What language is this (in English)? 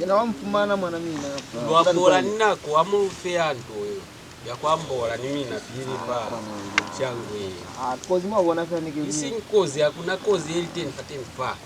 Lozi